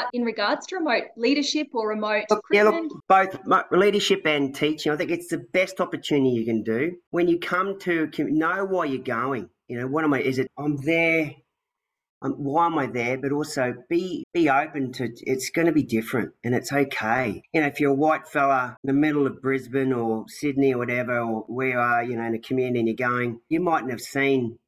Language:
English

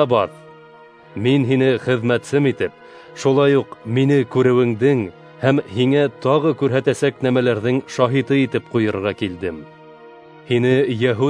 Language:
Bashkir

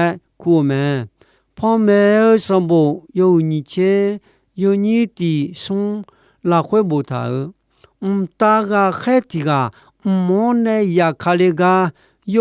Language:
Akha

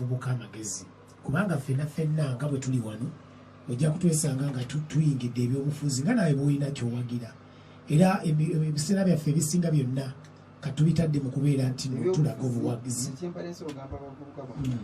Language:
Ganda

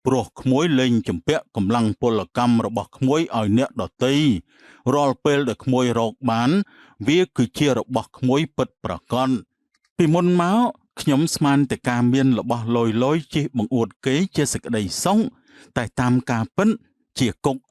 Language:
Khmer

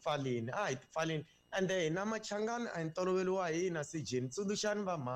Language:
Tsonga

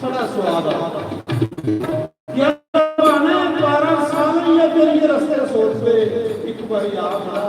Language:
Dogri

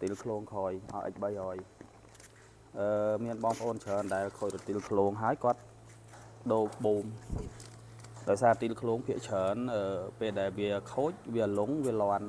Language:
Khmer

